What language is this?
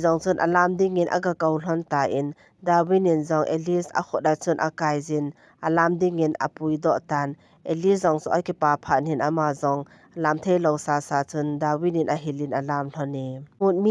Thado Chin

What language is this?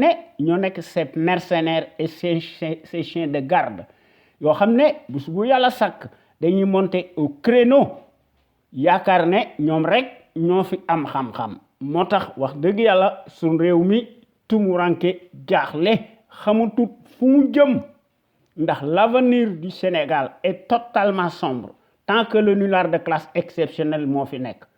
Wolof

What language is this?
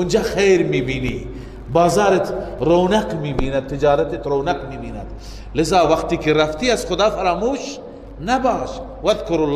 Persian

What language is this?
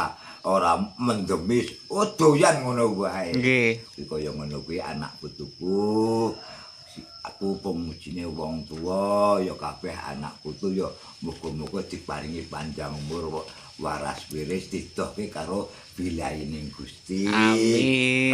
Javanese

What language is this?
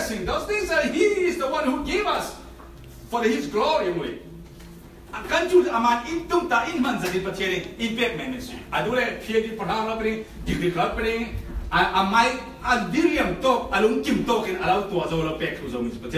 Falam Chin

